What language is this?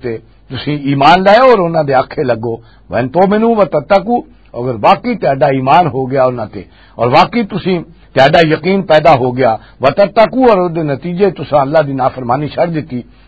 Western Panjabi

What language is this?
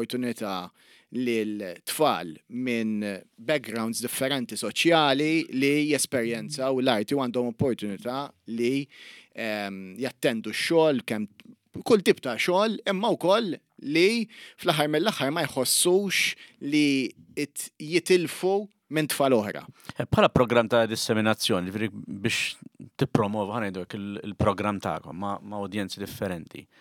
Maltese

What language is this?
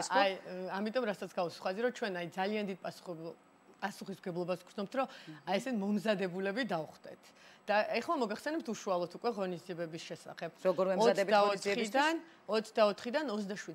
Georgian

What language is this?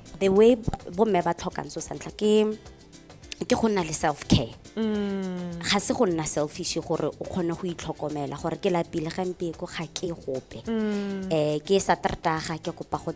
Tswana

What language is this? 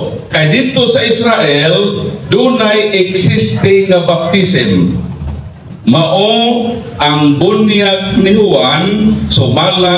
Cebuano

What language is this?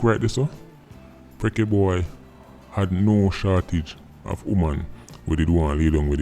Jamaican Creole English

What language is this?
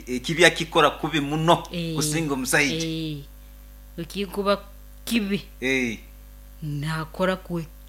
Nyoro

